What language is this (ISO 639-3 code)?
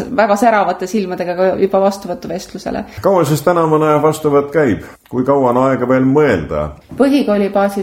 est